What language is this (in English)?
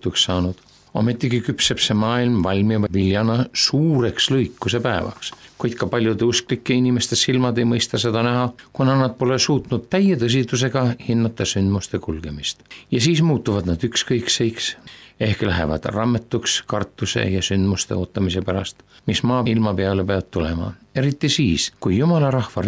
Estonian